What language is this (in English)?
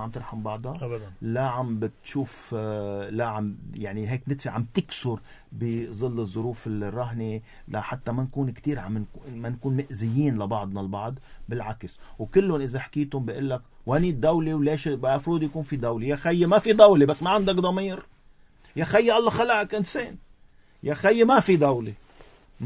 North Levantine Arabic